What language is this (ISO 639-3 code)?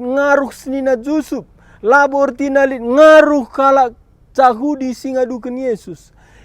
btx